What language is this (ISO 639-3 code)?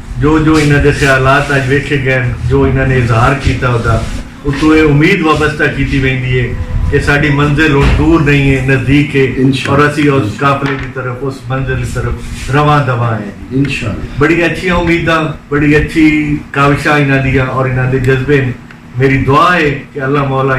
skr